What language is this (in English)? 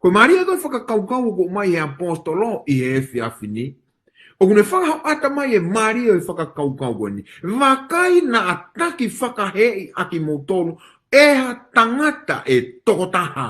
Tongan